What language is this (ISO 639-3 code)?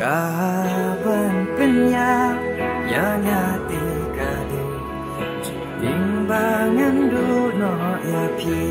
kha